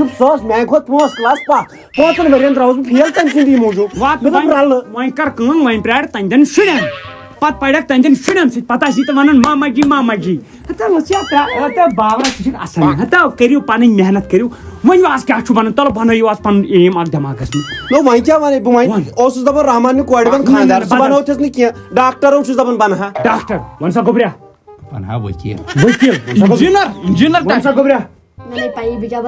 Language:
Kashmiri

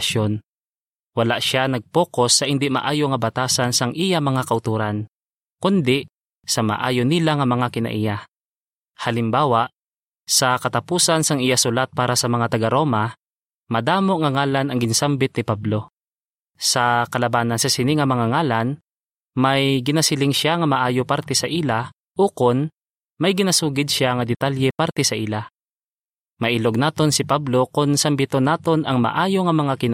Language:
Hiligaynon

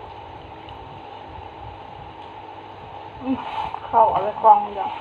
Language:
Lao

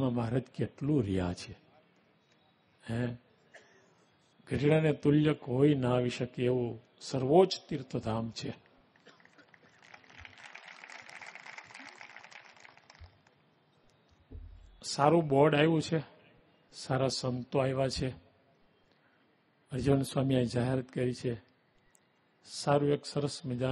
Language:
Gujarati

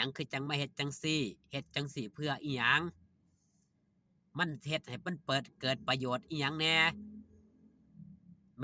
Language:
Northeastern Thai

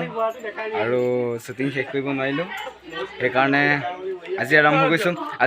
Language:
Assamese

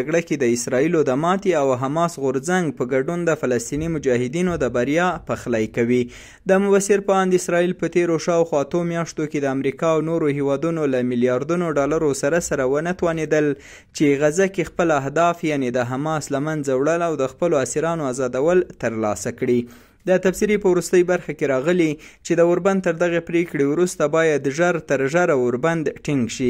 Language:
Pashto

